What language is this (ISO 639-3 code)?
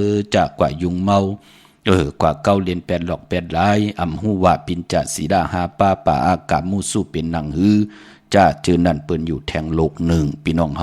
shn